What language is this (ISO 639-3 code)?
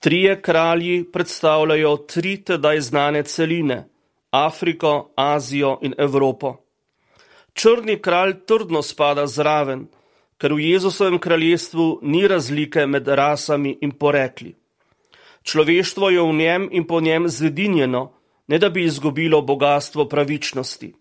slv